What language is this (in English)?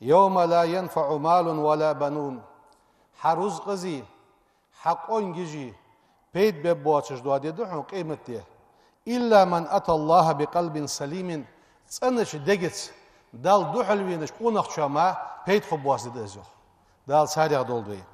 Ingush